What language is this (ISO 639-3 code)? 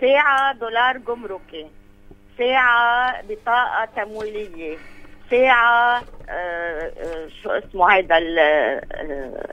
apc